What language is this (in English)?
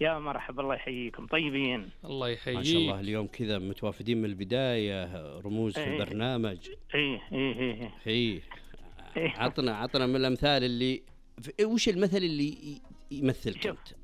Najdi Arabic